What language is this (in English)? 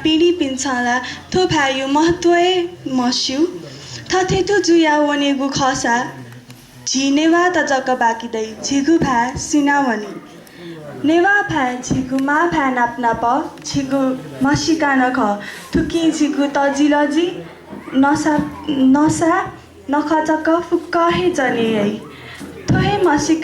Newari